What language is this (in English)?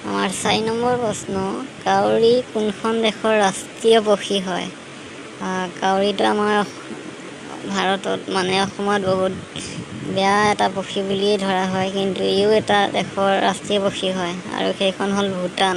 Assamese